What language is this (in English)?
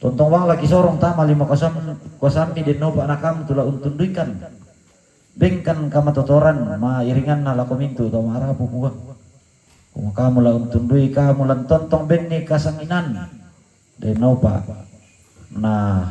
Toraja-Sa'dan